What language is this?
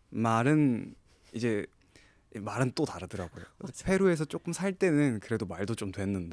Korean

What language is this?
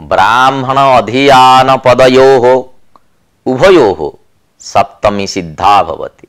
Sanskrit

